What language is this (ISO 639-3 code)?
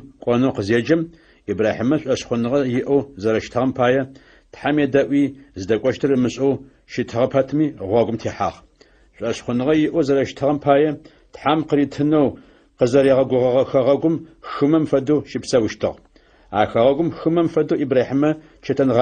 ady